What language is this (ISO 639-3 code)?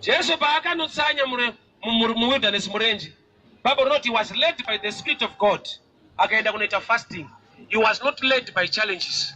sna